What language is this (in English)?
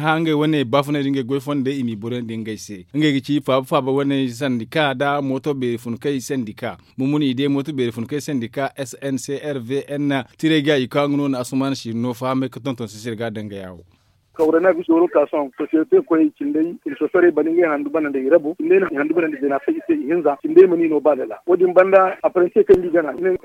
Zarma